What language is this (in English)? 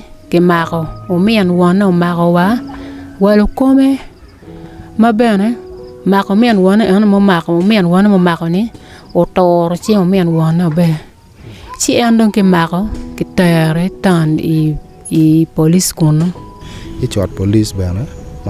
Acoli